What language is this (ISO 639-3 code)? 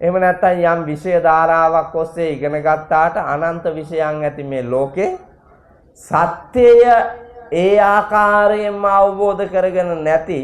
sin